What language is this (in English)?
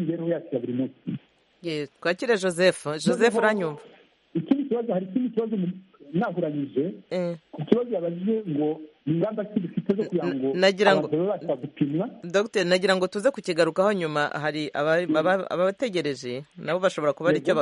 Kinyarwanda